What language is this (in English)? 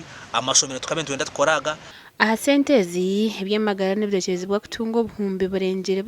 Nyankole